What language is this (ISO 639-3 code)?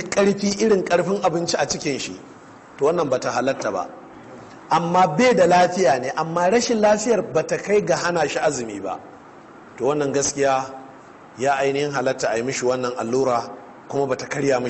hau